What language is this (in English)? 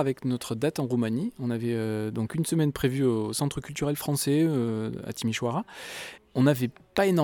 French